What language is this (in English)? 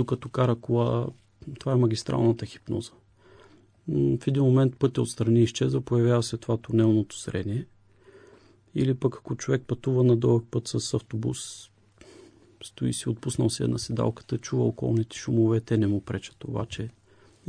Bulgarian